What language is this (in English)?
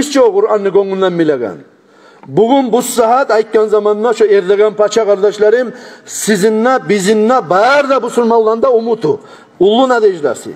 Kumyk